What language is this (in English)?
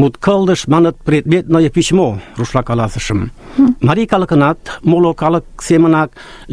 Mari